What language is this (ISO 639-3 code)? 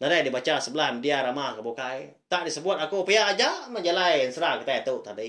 iba